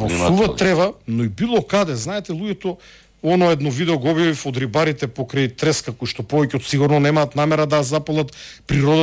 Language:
Macedonian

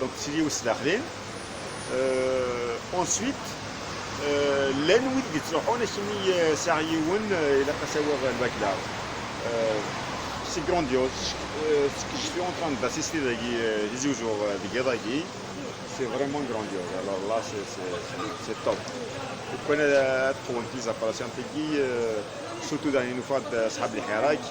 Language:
Kabyle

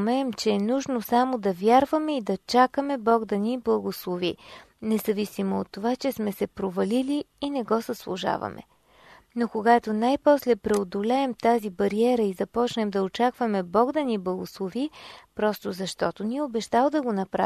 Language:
Bulgarian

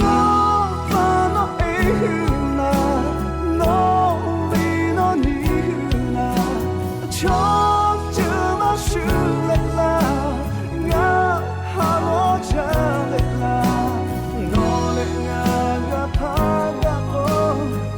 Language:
Lahu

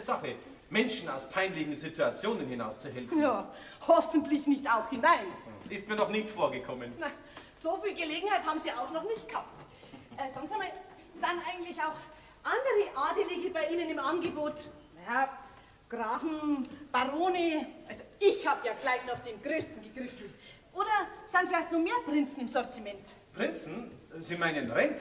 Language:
Bavarian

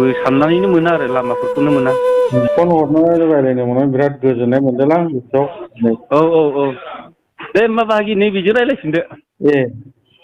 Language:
Bodo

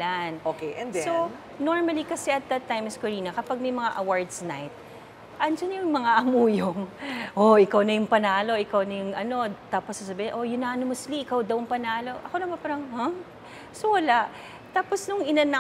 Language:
Filipino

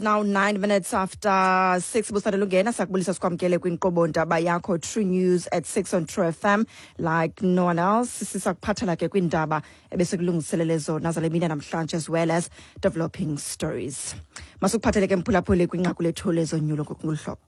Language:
Xhosa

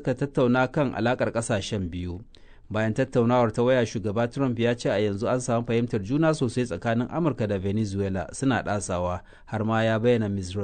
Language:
Hausa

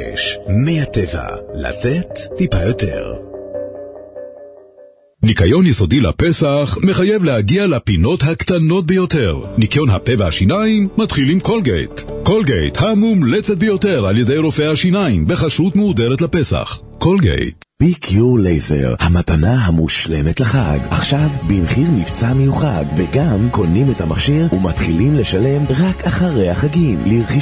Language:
Hebrew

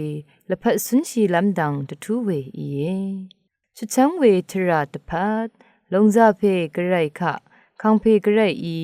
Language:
Rawang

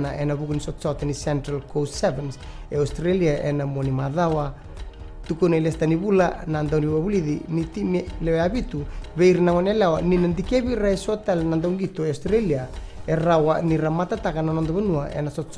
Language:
Fijian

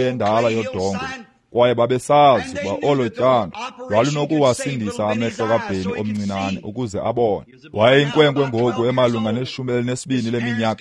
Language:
Xhosa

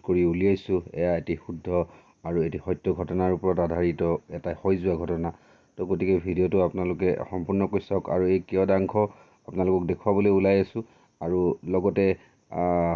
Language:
Assamese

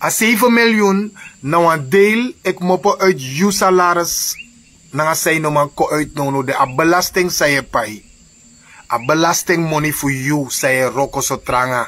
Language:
Sranan Tongo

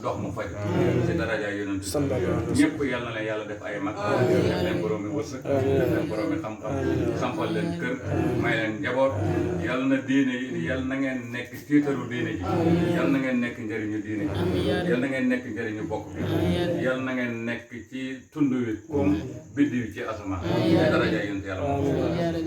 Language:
Wolof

